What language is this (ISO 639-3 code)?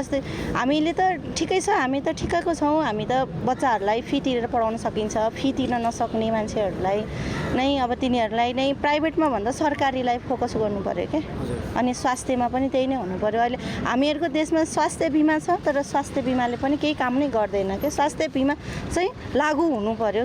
nep